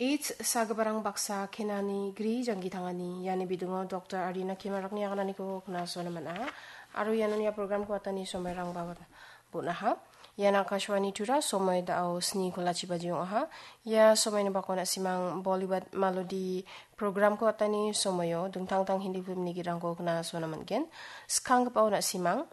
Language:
Garo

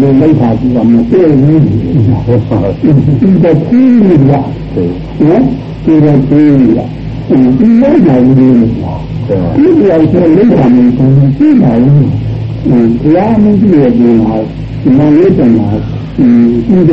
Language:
Burmese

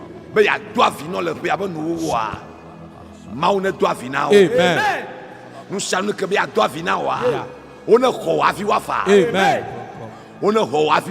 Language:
Ewe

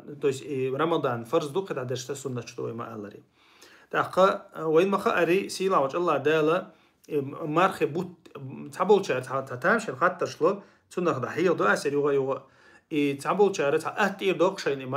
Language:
Chechen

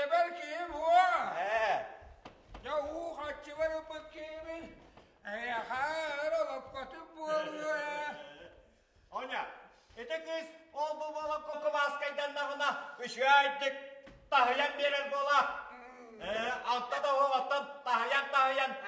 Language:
Yakut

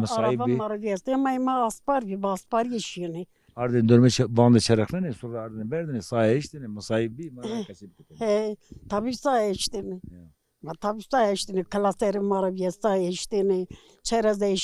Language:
Zaza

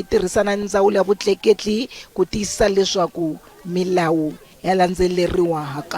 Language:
Tsonga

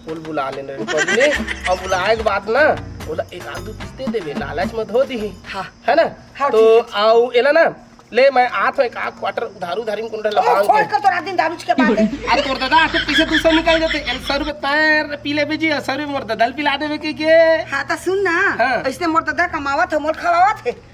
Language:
Chhattisgarhi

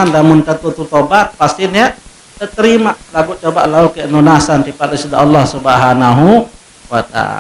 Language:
Sasak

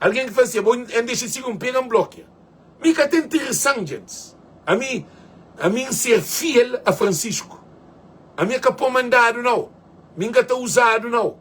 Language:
Kabuverdianu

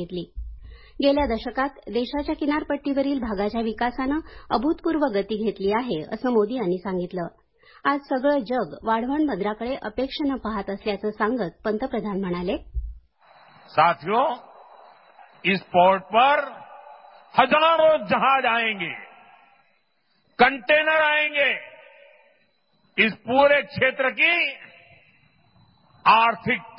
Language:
Marathi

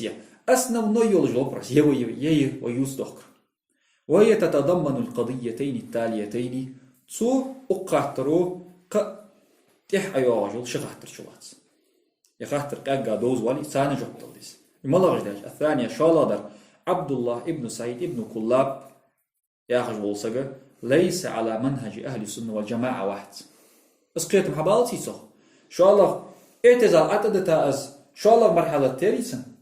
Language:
Ingush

